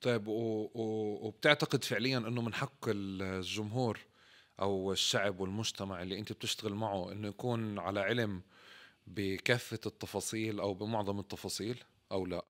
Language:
North Levantine Arabic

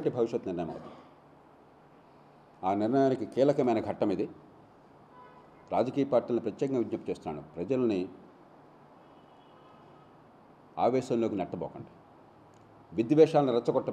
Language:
Telugu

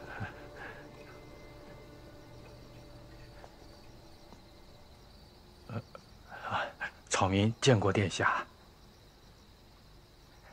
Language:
Chinese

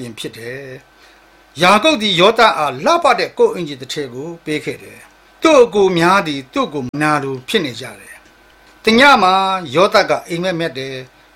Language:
Burmese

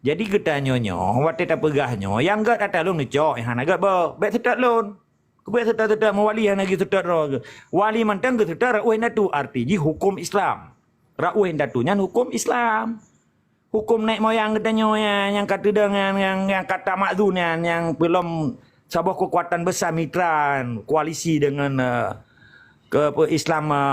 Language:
Achinese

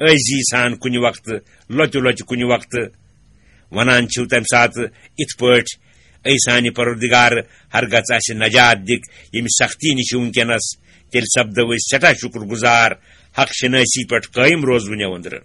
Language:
Kashmiri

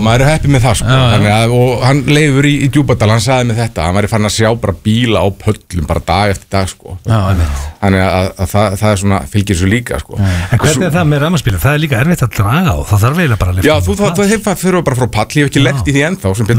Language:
Icelandic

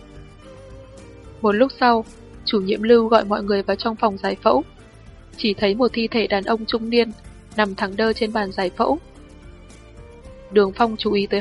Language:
Vietnamese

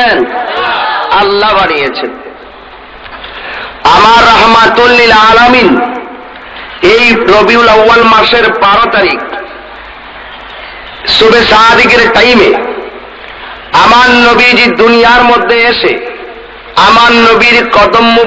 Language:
Bangla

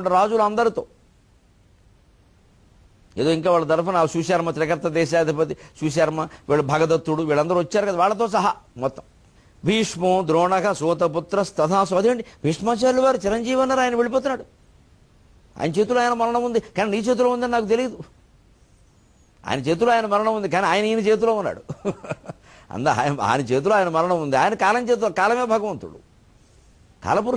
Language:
Telugu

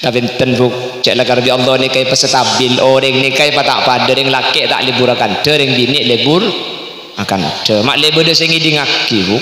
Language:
Madurese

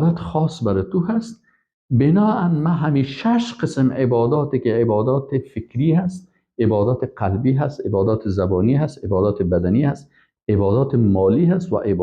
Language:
Persian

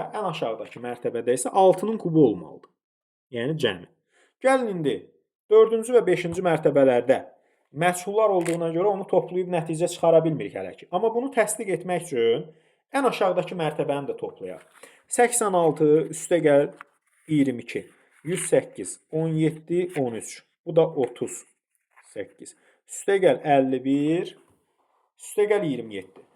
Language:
Azerbaijani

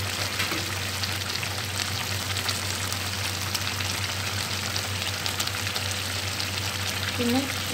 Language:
Malayalam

